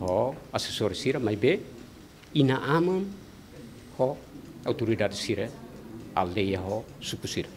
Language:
Tetum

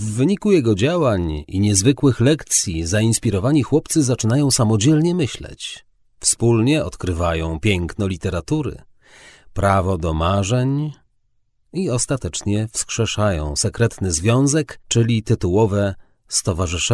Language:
Polish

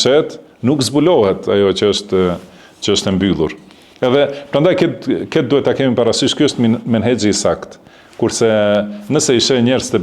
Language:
Albanian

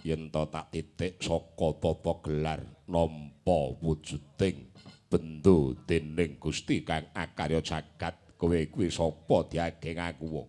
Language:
Javanese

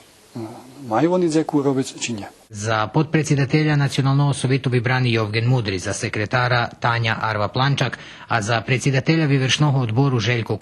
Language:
Rusyn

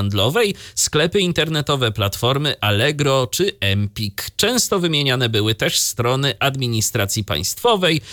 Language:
Polish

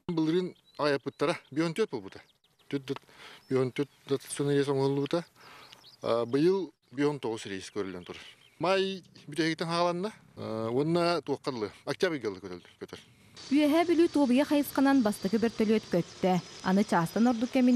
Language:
Yakut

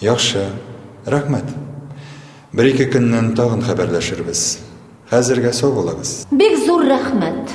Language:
Tatar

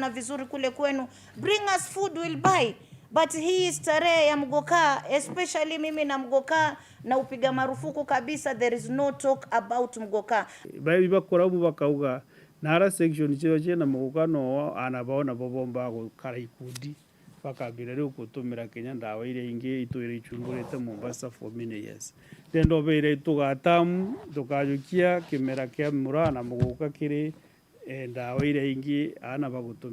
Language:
Meru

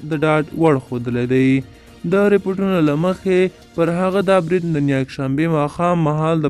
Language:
Pashto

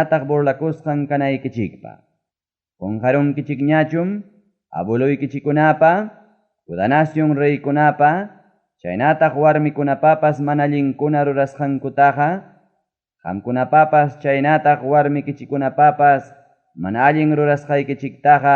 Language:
Ayacucho Quechua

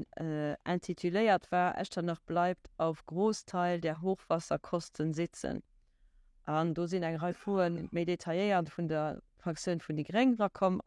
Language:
Luxembourgish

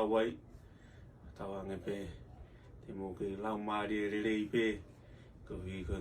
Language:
Tongan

